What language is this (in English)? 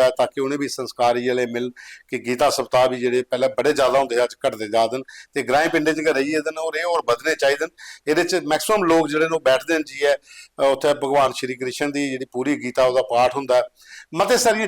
Dogri